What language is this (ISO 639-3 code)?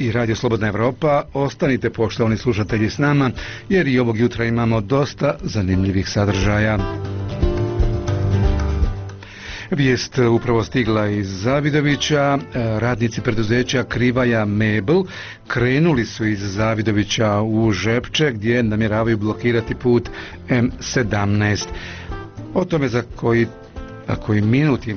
bos